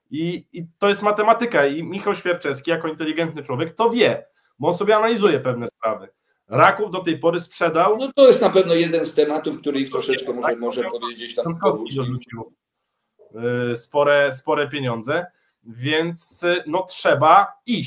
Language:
Polish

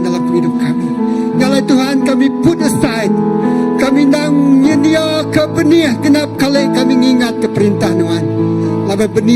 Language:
Iban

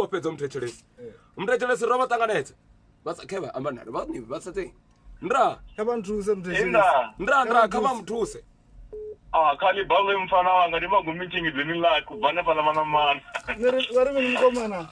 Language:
Venda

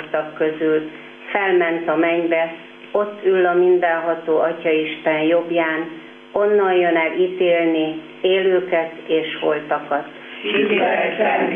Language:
Hungarian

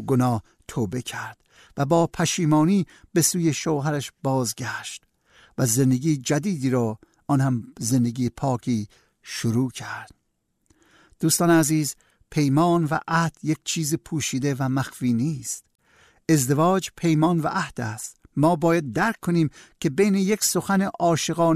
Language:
Persian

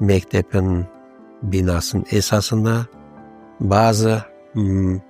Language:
Crimean Tatar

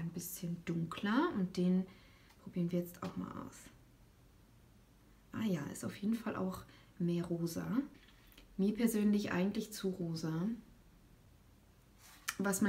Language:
German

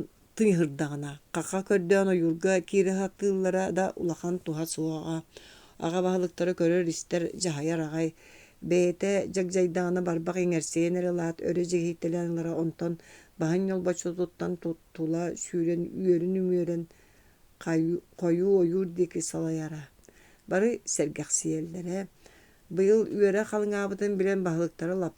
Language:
Yakut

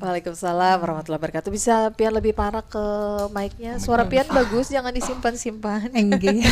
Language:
Banjar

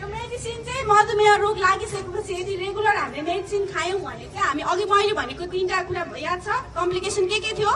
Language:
Nepali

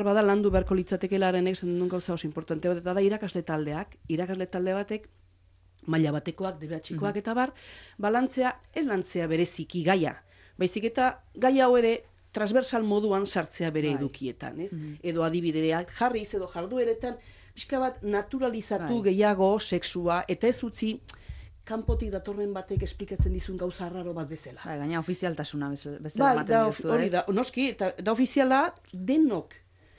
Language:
Basque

